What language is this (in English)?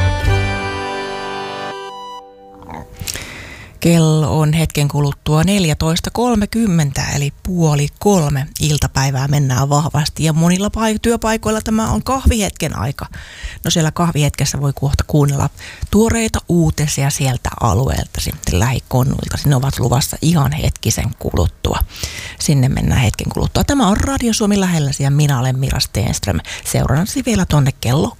Finnish